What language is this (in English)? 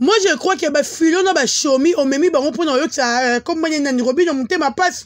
Lingala